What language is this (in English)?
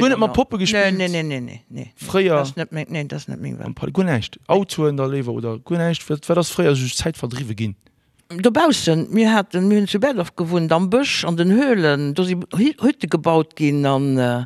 Luxembourgish